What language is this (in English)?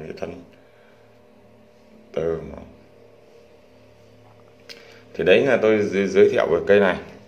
Vietnamese